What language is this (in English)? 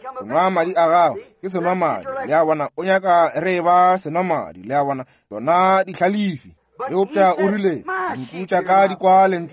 Northern Sotho